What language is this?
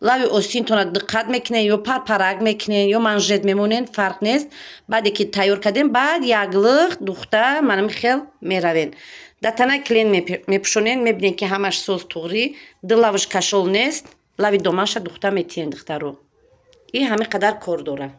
Tajik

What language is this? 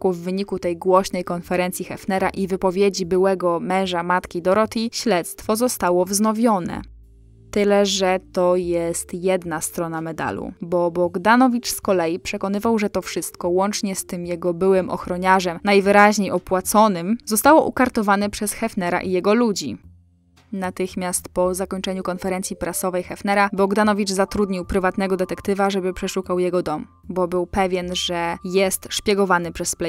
Polish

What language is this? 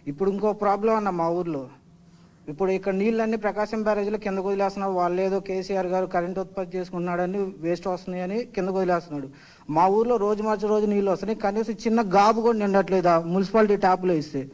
Telugu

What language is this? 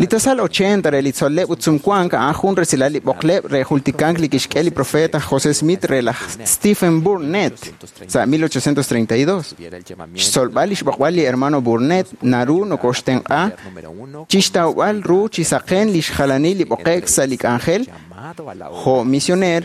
Kekchí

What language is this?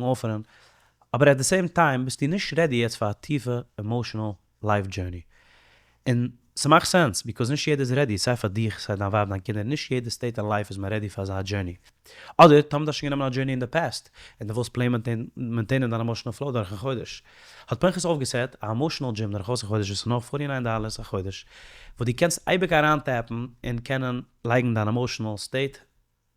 Yiddish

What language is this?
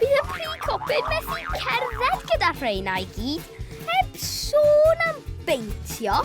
Welsh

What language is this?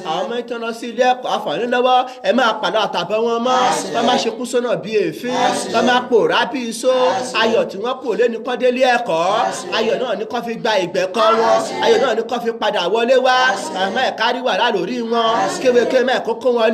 Yoruba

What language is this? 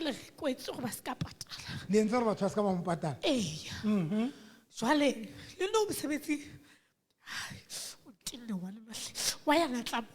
Southern Sotho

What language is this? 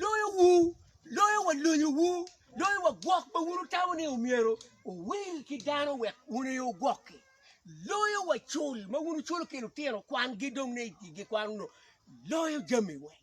Acoli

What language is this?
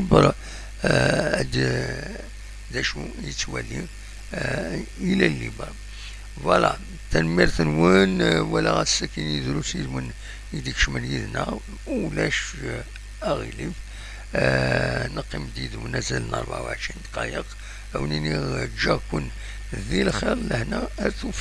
Kabyle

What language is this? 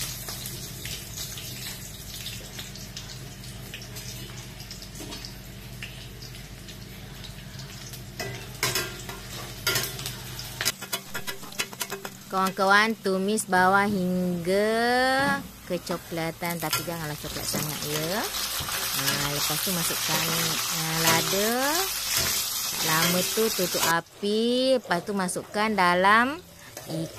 Malay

